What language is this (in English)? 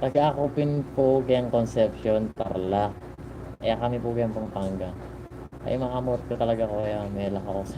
Pampanga